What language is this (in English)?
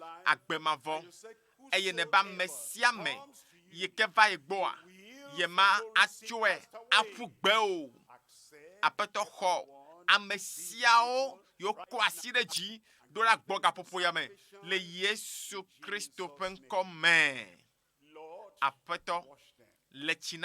Ewe